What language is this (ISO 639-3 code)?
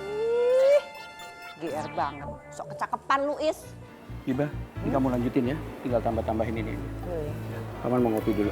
bew